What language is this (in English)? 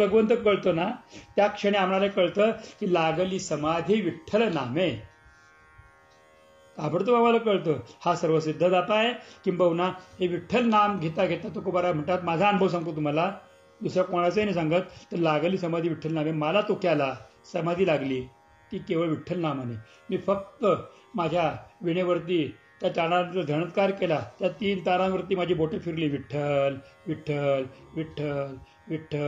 Marathi